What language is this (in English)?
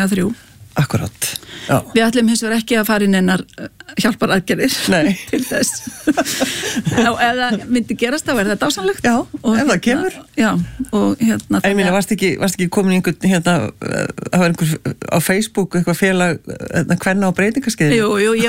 Icelandic